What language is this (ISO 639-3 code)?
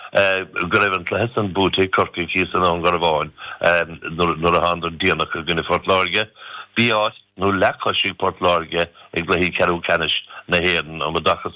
gle